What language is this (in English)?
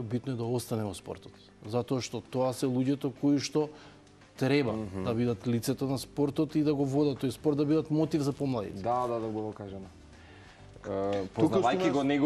Macedonian